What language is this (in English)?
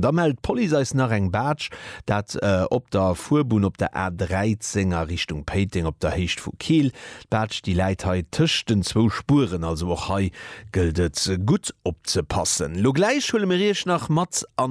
Luxembourgish